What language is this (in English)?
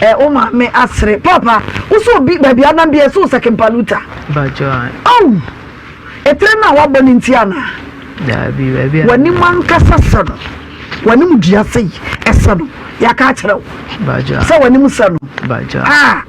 Akan